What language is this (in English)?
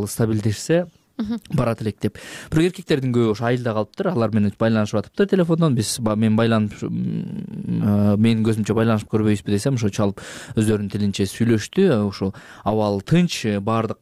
Kyrgyz